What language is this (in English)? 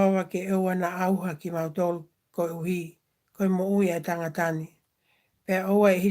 Tongan